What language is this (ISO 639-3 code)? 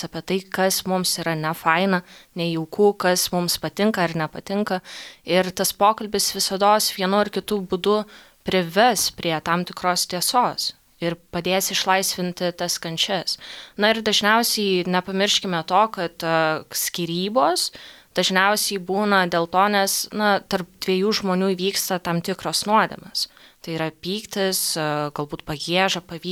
lit